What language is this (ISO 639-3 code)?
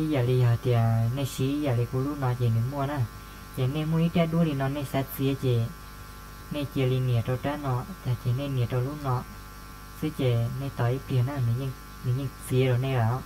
hmn